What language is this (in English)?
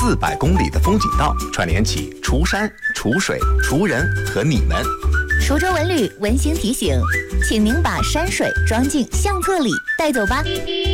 Chinese